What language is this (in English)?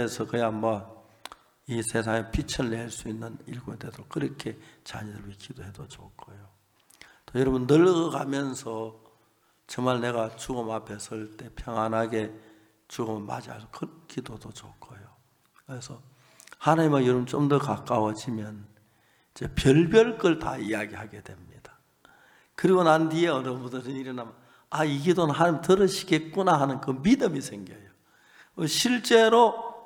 Korean